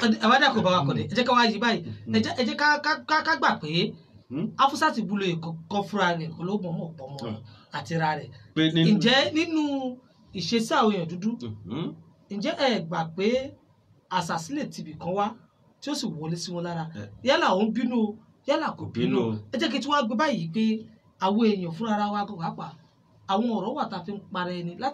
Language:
Yoruba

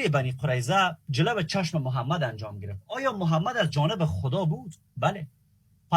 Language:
Persian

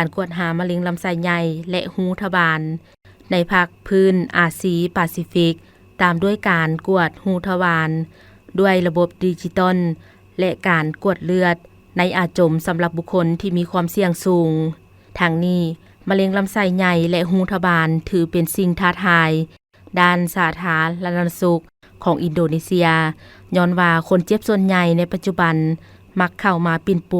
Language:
Lao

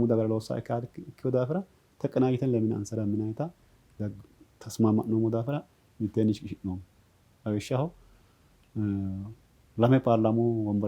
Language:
Sidamo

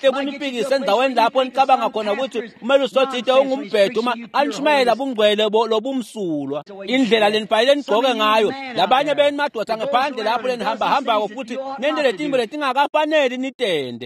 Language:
Swati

